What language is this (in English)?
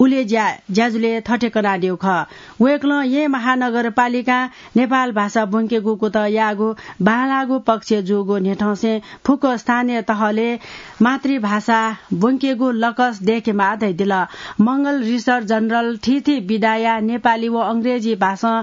Newari